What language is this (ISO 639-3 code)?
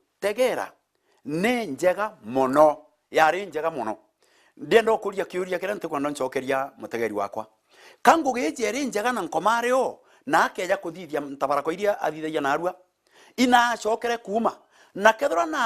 mer